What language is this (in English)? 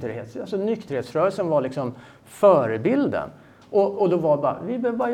Swedish